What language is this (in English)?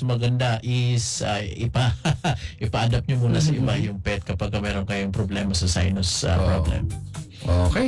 Filipino